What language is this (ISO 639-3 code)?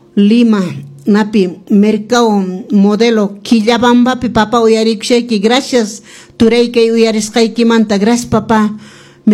que